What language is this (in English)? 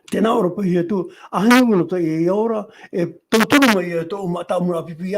Tahitian